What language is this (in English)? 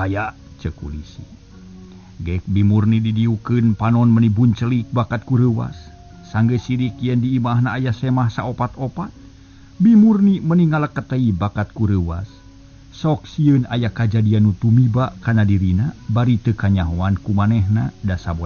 Sundanese